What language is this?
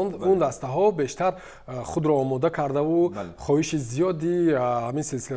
Tajik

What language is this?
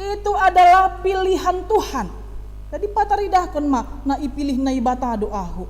Batak Simalungun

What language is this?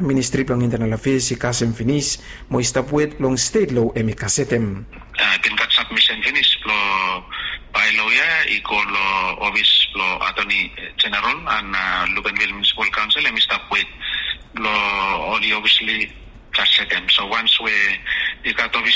Bislama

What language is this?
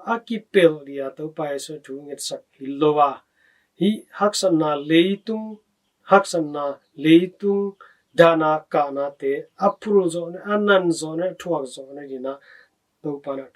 Tedim Chin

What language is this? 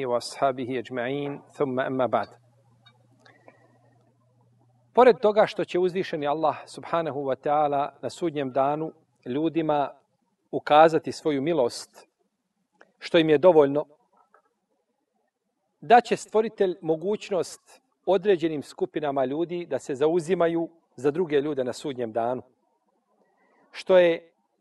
Bosnian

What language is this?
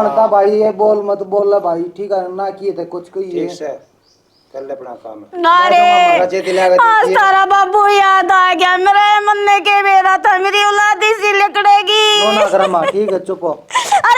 Haryanvi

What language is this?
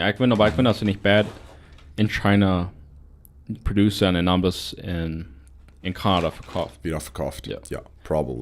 Plautdietsch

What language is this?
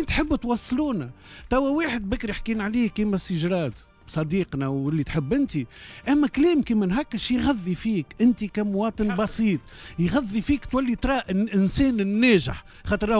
Tunisian Arabic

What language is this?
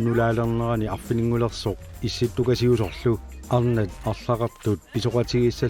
Kalaallisut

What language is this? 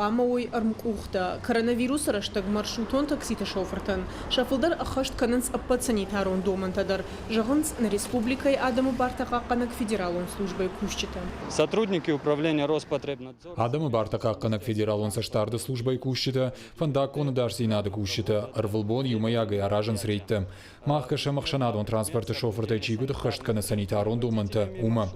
Ossetic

